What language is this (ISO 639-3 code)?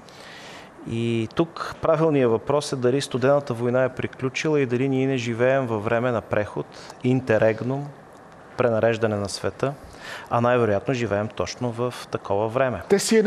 bul